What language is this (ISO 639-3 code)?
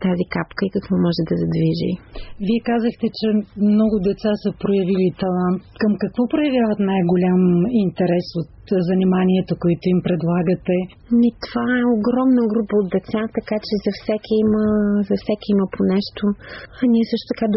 bul